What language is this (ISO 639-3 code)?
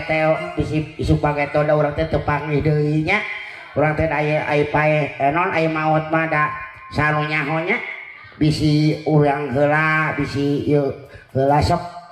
sun